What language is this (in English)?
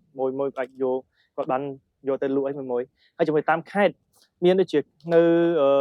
Khmer